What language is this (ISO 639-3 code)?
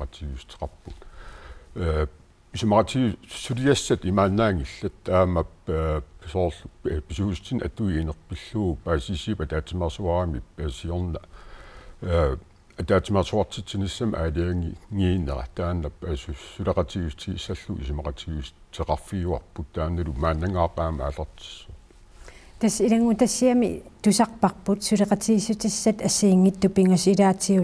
kal